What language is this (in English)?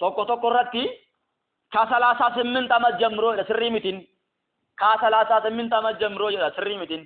Oromo